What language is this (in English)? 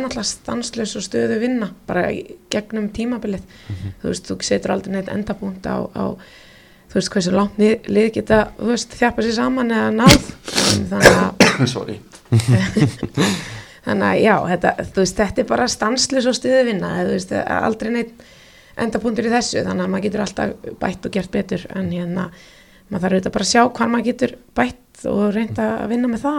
Icelandic